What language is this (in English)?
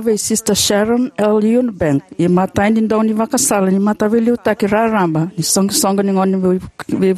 Fijian